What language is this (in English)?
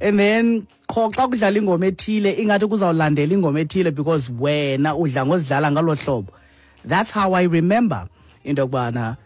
Xhosa